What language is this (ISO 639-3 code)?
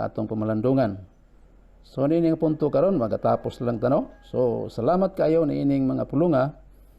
ceb